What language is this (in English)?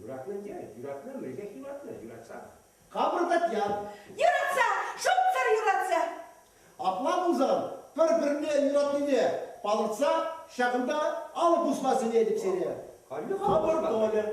Chuvash